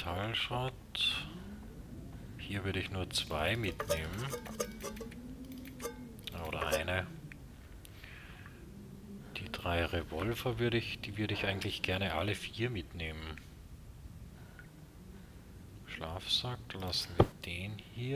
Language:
German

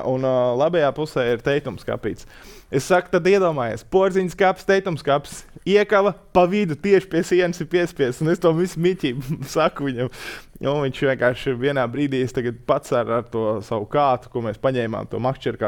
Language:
Latvian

